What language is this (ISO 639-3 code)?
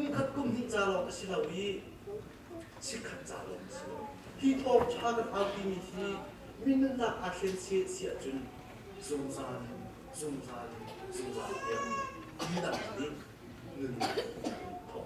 cnh